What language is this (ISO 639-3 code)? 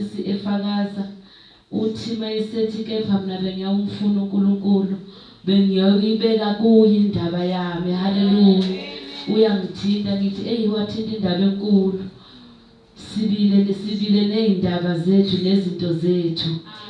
zul